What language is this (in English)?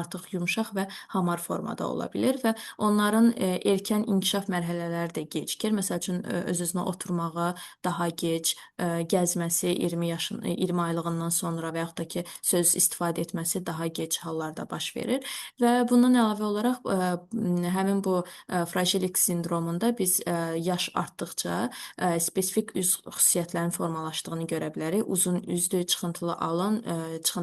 Azerbaijani